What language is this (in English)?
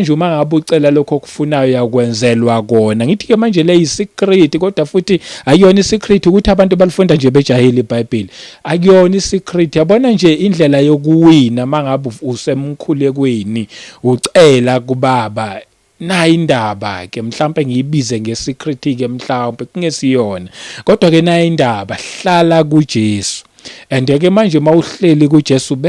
Zulu